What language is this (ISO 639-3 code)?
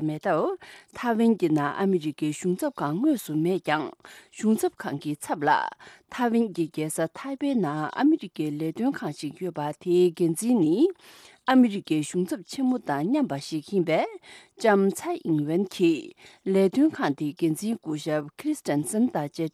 bod